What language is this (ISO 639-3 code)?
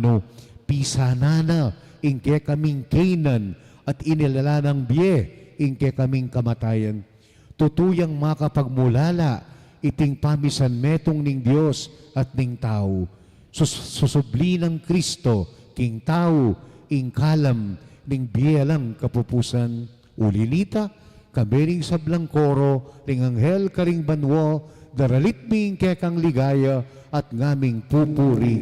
pam